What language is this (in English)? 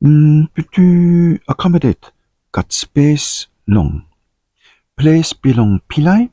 Tok Pisin